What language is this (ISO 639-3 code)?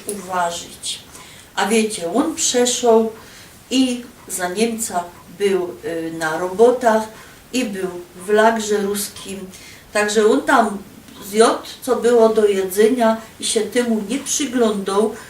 szl